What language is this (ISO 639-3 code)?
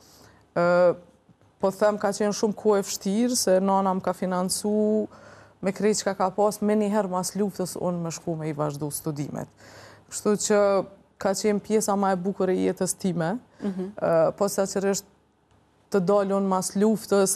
sqi